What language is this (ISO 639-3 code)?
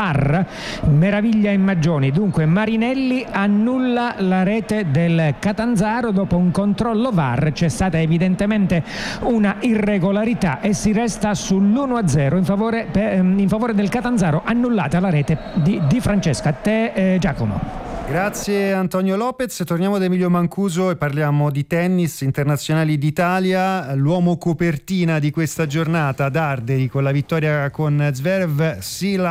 ita